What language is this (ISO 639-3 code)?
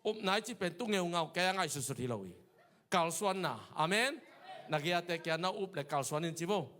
ctd